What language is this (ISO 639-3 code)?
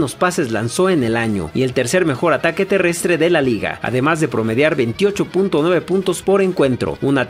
spa